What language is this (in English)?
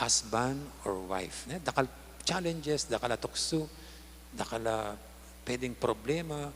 Pampanga